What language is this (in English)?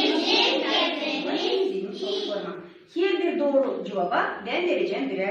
Gagauz